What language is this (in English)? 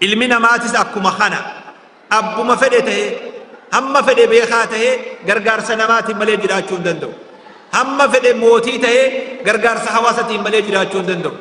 Oromo